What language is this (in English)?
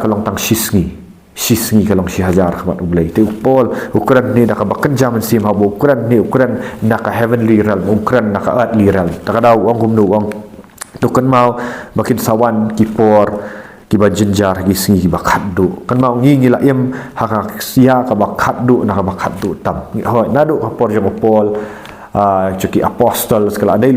Khasi